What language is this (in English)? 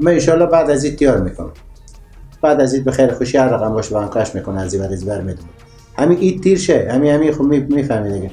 Persian